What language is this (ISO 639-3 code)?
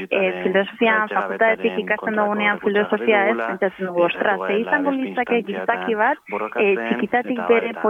eus